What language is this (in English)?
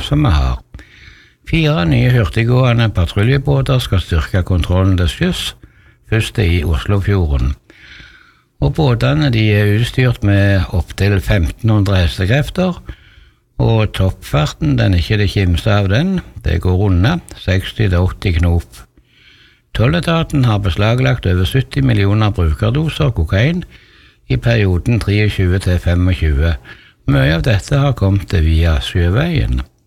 Norwegian